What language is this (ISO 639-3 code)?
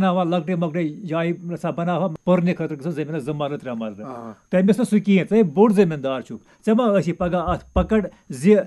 kas